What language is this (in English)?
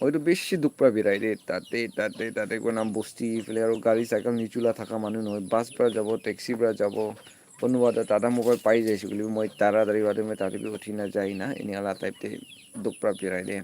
Naga Pidgin